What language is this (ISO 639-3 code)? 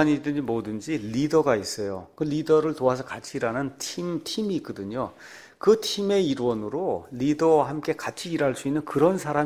kor